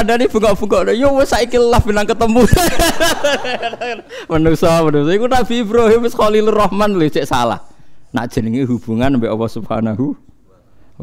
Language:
Javanese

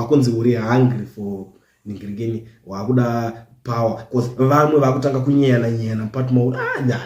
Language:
Shona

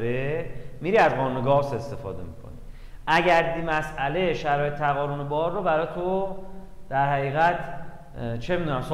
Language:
Persian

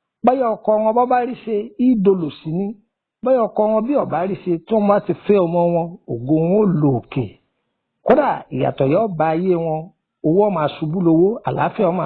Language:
Yoruba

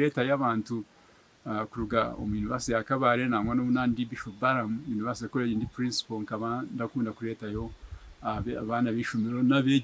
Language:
Nyankole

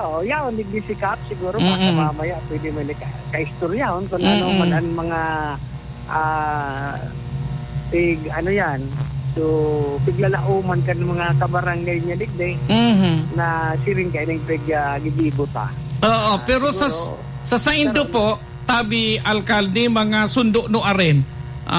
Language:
Bikol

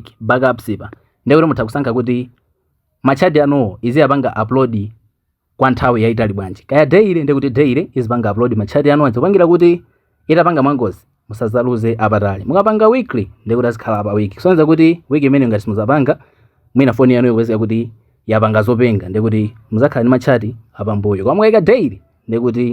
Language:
Nyanja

